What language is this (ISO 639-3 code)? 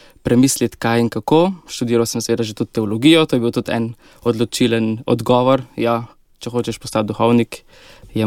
slv